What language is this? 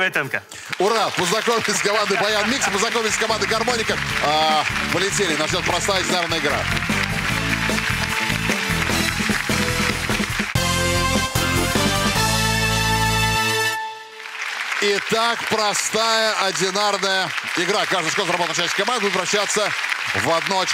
Russian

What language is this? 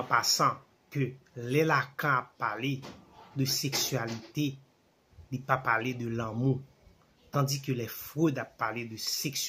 Haitian Creole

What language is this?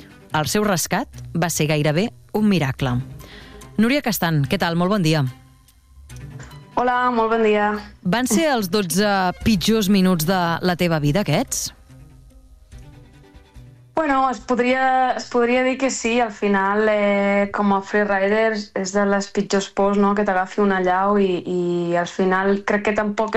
Catalan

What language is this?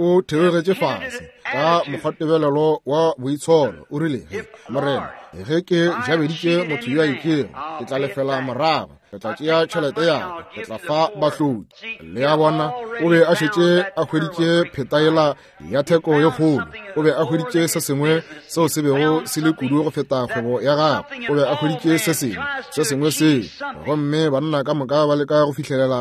Northern Sotho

